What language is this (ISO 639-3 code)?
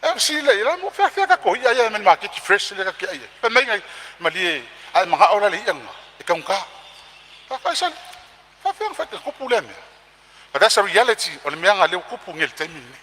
smo